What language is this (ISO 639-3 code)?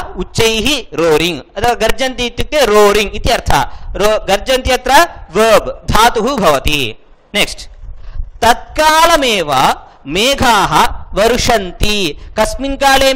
san